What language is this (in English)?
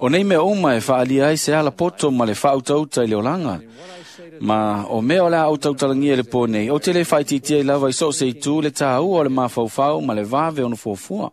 Samoan